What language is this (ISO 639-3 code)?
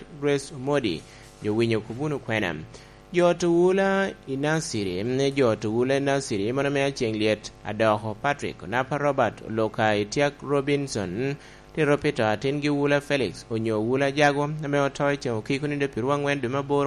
laj